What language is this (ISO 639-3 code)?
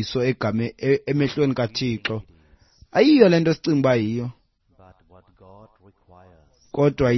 xho